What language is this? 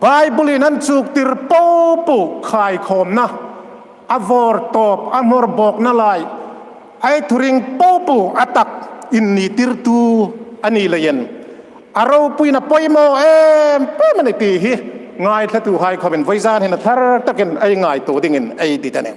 Hmar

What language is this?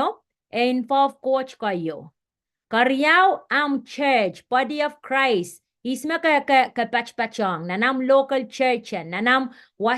Pohnpeian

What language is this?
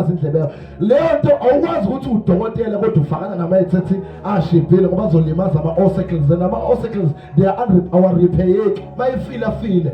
Zulu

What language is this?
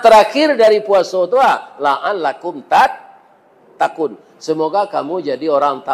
Minangkabau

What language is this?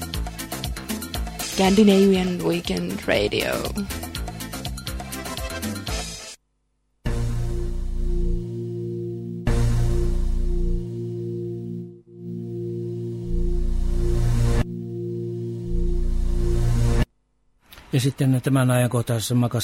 Finnish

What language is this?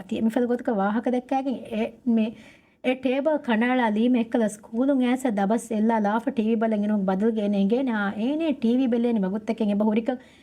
Divehi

